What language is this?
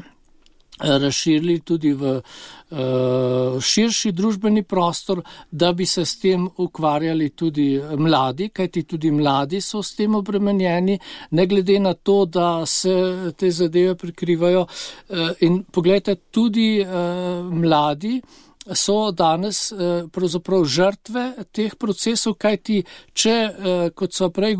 Slovenian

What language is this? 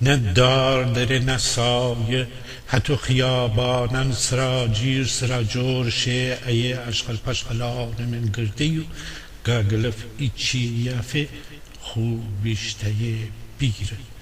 Gilaki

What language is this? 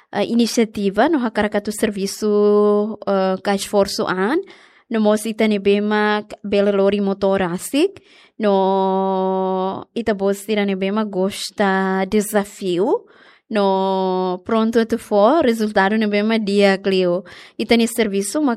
Tetum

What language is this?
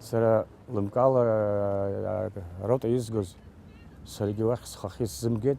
Abkhazian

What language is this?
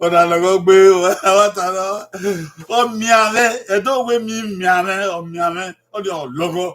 Bini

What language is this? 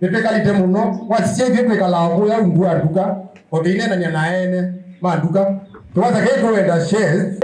Kamba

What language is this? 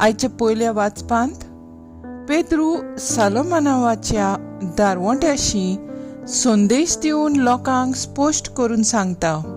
Konkani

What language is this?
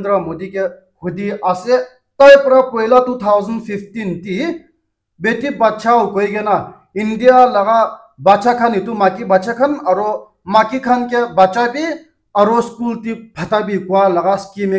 Naga Pidgin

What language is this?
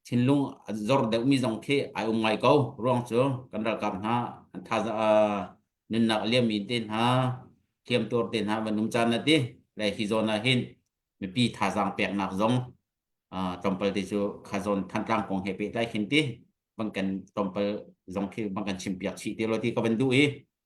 Hakha Chin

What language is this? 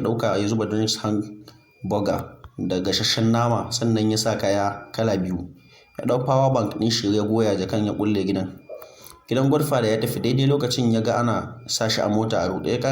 Hausa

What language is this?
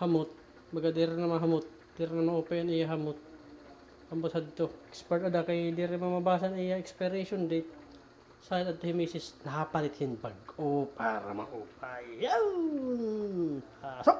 Waray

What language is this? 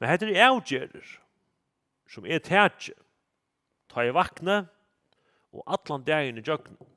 Faroese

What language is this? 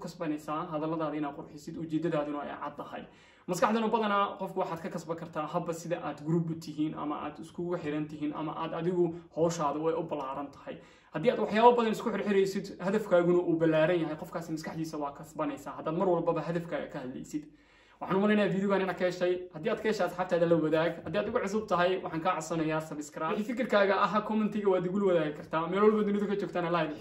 Somali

